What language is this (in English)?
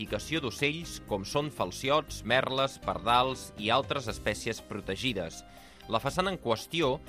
Catalan